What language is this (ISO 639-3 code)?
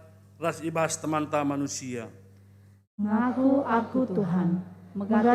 btx